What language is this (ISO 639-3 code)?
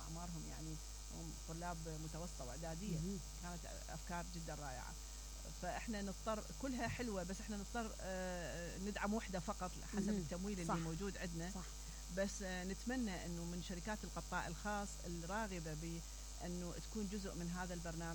acm